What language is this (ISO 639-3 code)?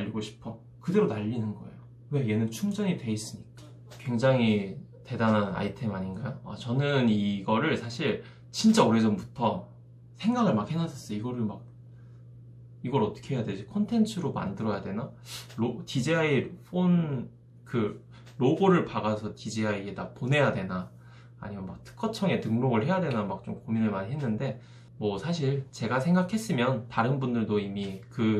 kor